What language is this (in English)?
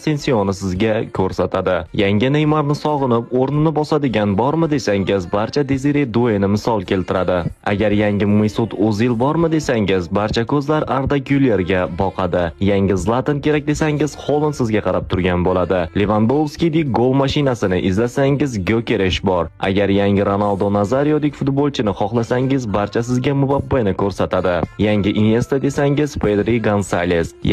Uzbek